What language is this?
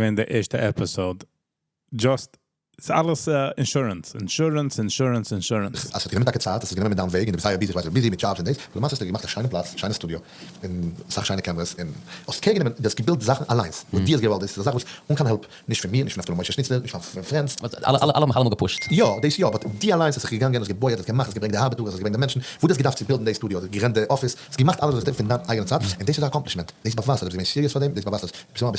Yiddish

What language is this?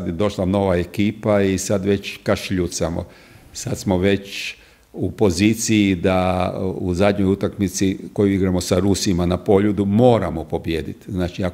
Croatian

